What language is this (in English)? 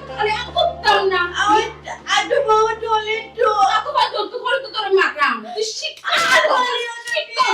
Sylheti